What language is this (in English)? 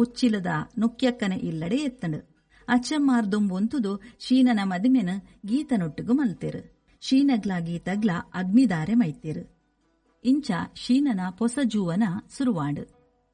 Tulu